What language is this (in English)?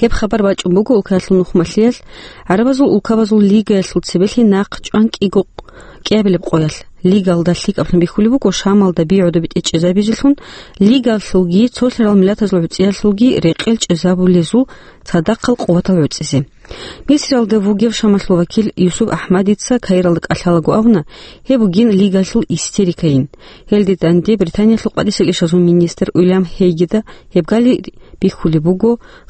Avaric